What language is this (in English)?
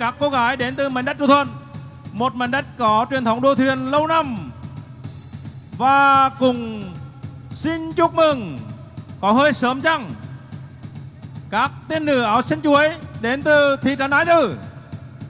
Vietnamese